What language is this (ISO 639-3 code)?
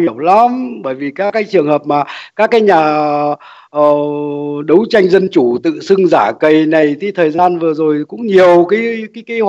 vie